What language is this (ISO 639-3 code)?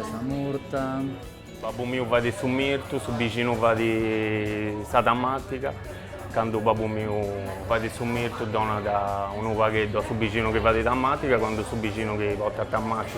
srd